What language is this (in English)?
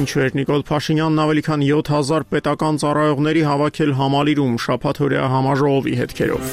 Armenian